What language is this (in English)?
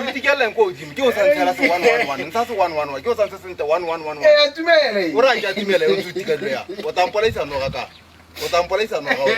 Tswana